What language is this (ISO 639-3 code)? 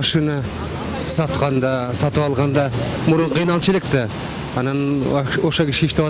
kir